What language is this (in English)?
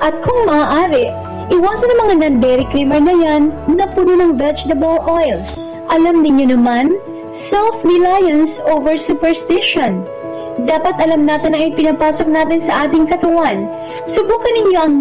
Filipino